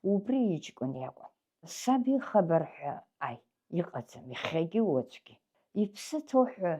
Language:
Abkhazian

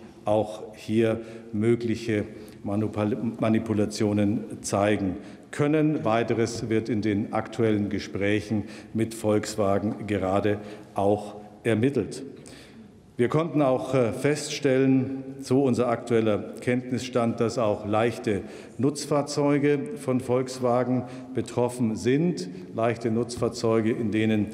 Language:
German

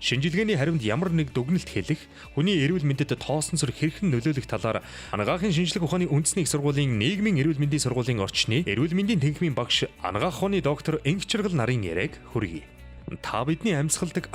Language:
Mongolian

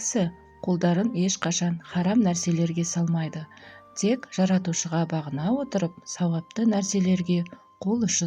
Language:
Kazakh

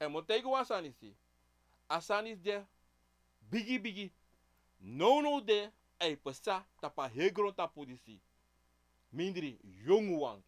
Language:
Sranan Tongo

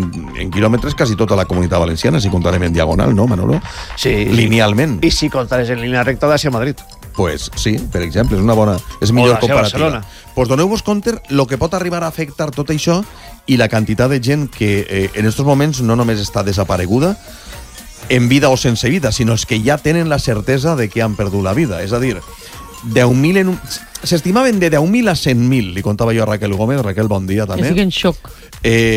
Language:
Catalan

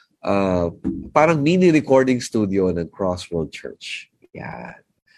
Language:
Filipino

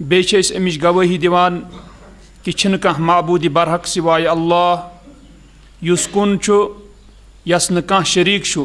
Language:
Kashmiri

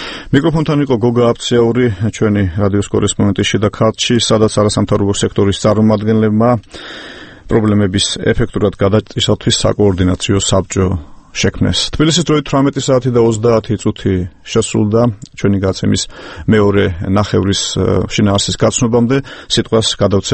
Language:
Georgian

